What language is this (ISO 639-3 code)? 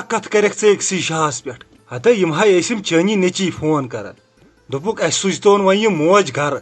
kas